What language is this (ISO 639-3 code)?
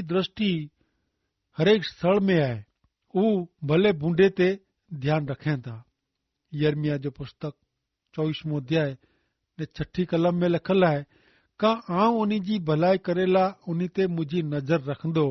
kfr